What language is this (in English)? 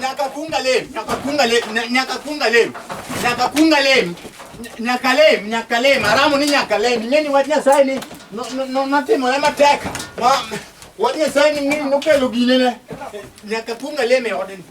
Luo (Kenya and Tanzania)